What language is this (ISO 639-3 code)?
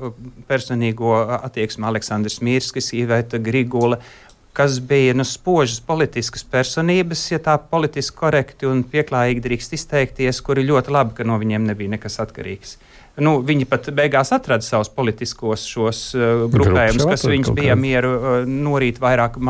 lav